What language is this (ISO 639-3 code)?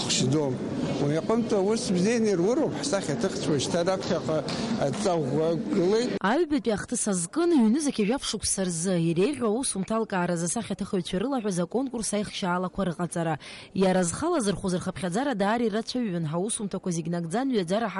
abk